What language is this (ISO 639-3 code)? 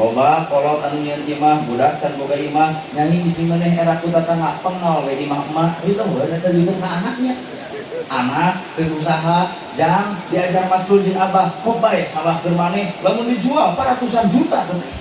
sun